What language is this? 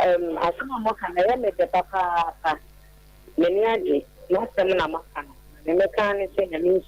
Akan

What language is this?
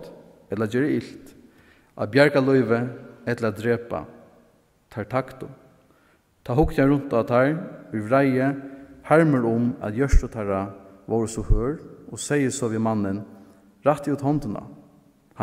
Faroese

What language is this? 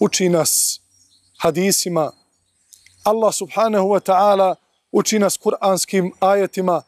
Bosnian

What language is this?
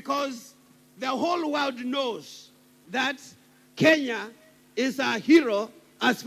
Kamba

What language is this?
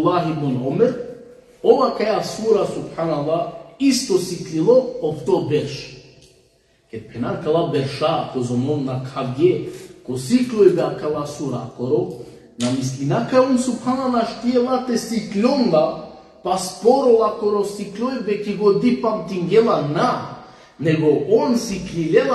Balkan Romani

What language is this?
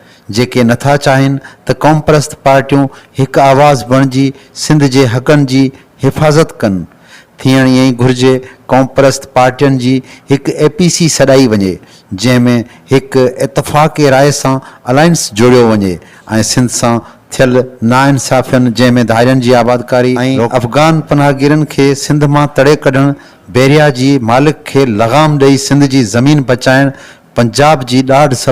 Sindhi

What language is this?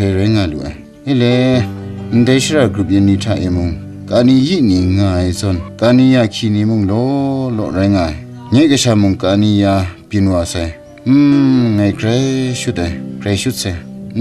Kachin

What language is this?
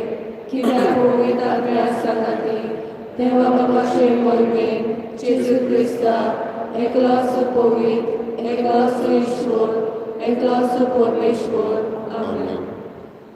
Konkani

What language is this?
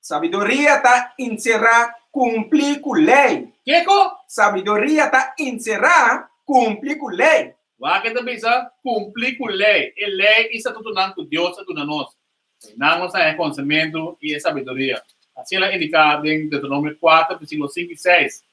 Papiamento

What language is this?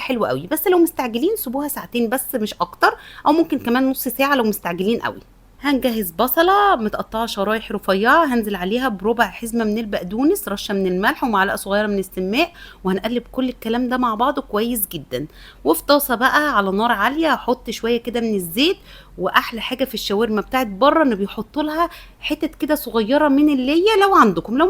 Egyptian Arabic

